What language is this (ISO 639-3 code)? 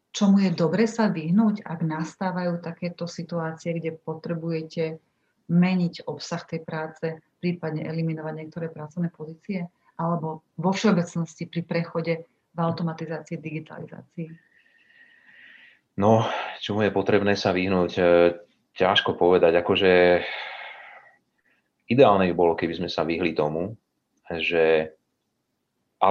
slk